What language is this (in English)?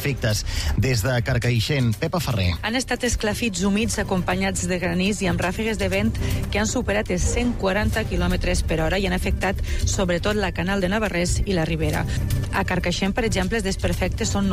Catalan